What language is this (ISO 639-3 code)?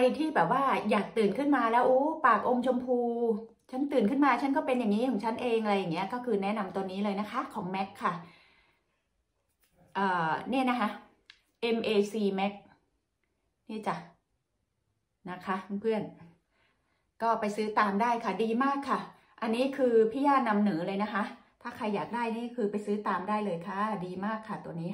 tha